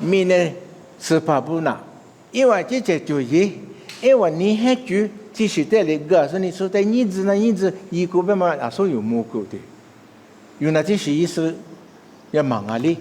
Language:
Lisu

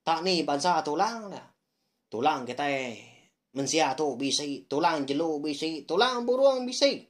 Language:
Iban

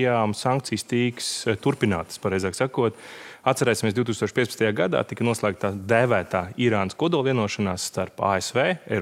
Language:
Latvian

